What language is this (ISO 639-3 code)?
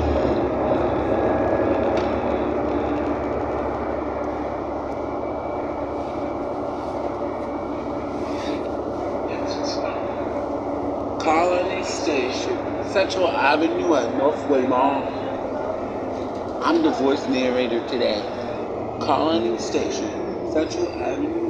eng